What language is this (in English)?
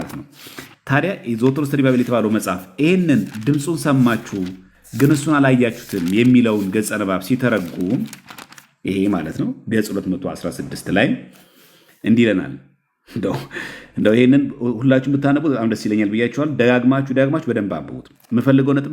Amharic